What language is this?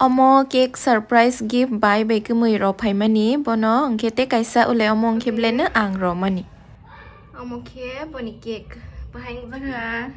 Kok Borok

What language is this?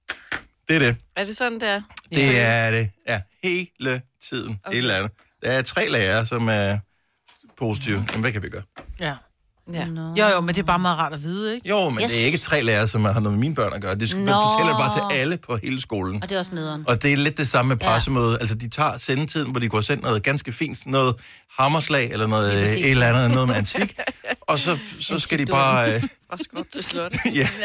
Danish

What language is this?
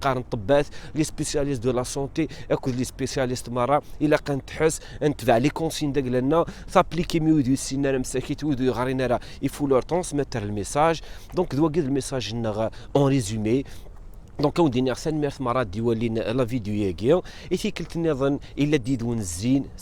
Kabyle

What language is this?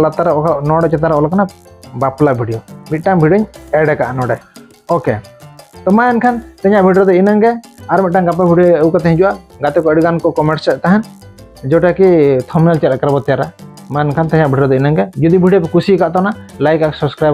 Santali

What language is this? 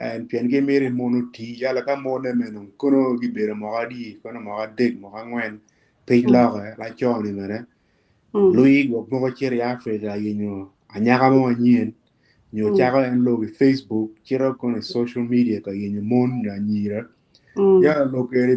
Acoli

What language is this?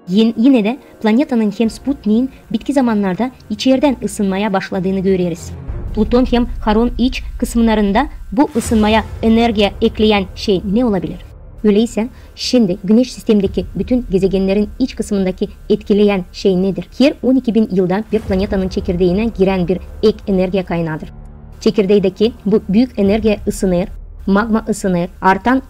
Gagauz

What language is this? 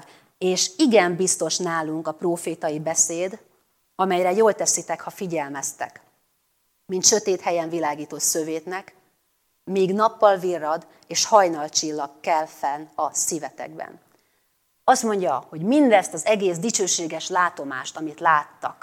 Hungarian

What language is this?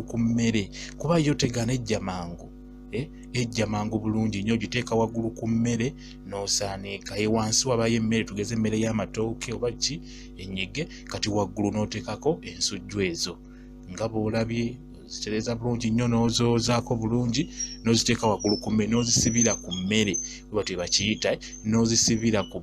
Ganda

